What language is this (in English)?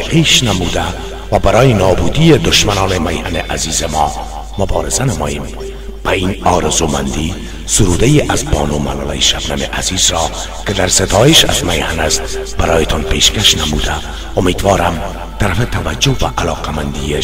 Persian